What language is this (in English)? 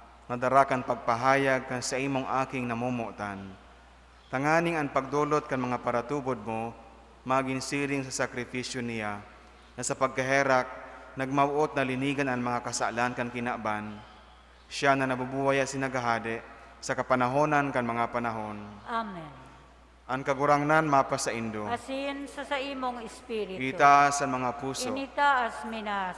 Bikol